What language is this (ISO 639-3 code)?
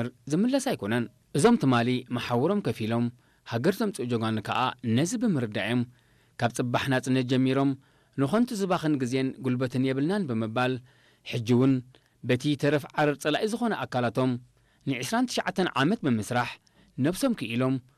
tir